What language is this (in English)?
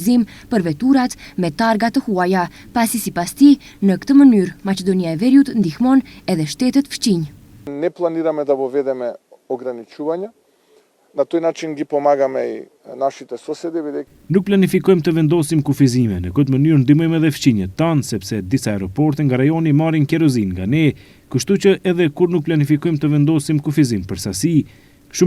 Albanian